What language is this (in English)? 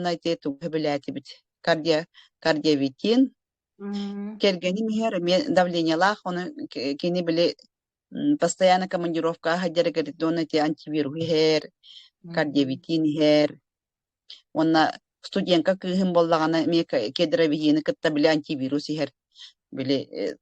Yakut